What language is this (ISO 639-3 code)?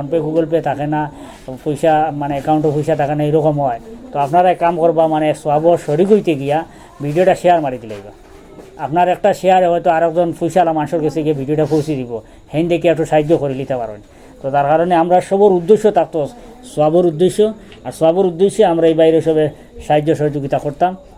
syl